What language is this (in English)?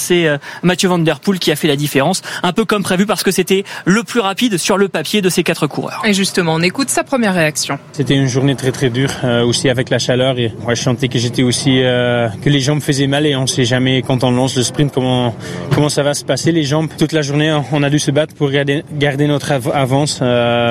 French